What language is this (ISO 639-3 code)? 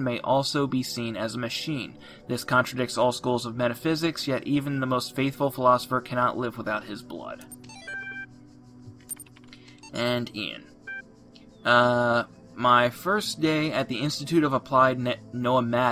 eng